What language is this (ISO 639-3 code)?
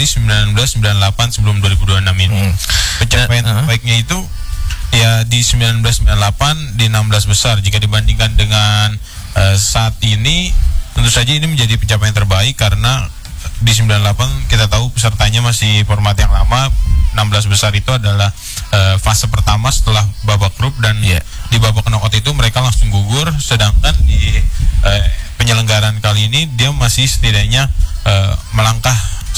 ind